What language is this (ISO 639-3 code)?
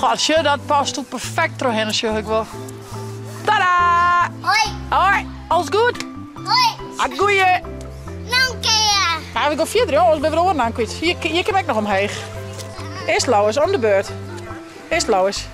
fry